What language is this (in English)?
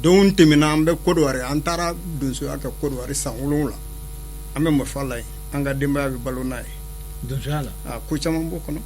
Bambara